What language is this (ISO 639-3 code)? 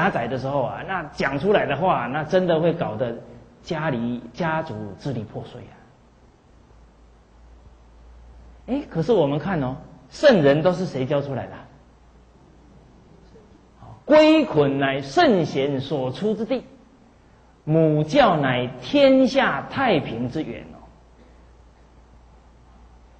zho